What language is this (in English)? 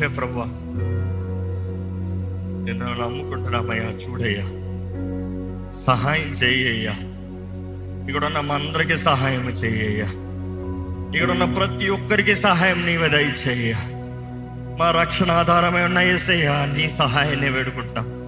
Telugu